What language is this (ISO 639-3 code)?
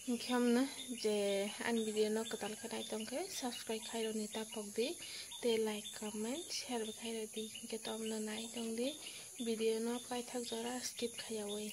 trp